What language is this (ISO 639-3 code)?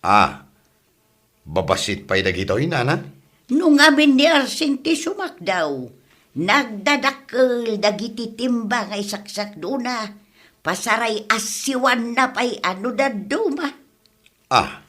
ilo